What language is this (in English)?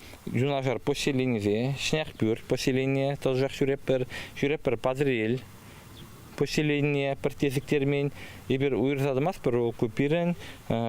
Chuvash